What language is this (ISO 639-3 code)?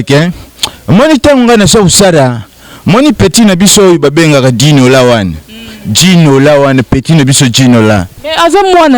lin